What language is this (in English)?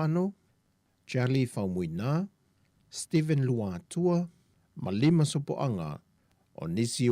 Samoan